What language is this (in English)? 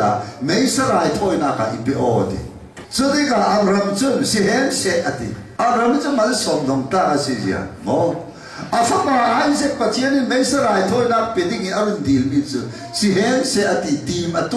Falam Chin